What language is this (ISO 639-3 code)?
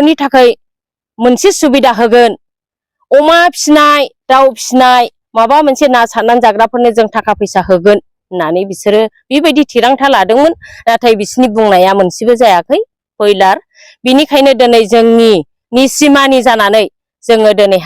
brx